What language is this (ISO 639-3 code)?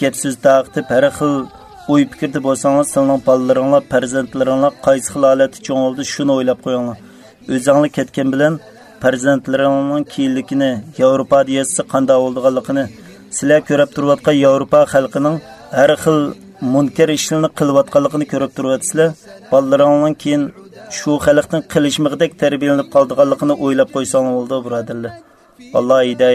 uig